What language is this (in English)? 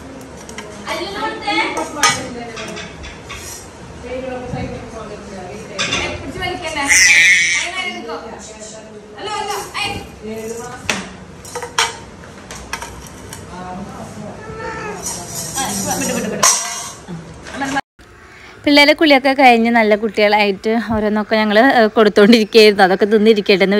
Malayalam